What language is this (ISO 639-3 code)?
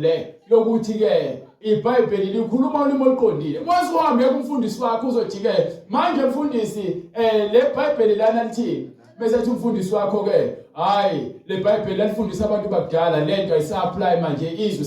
zul